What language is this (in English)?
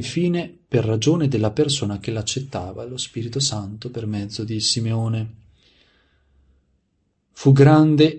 Italian